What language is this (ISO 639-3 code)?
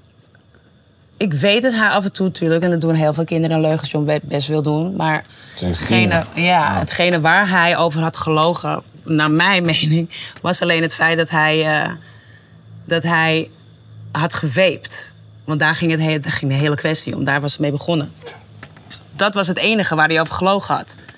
nld